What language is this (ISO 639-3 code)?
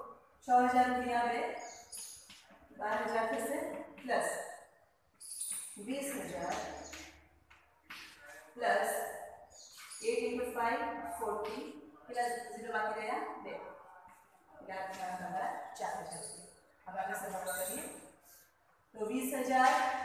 guj